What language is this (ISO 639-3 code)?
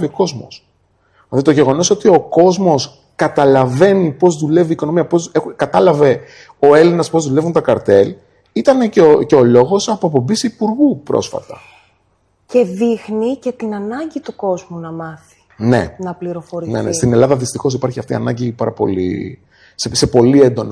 ell